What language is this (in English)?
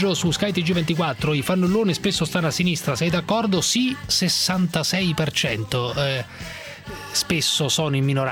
Italian